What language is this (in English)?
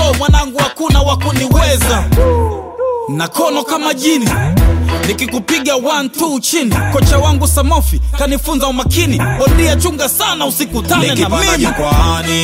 Swahili